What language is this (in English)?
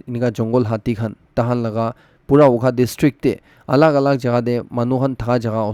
Naga Pidgin